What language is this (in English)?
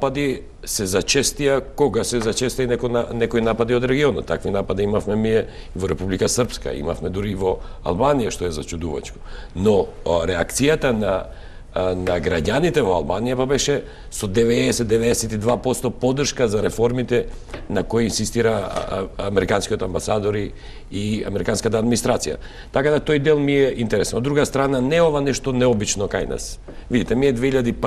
Macedonian